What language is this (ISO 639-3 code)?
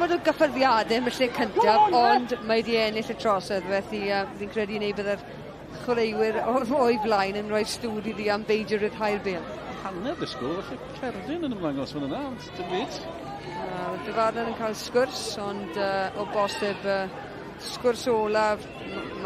cym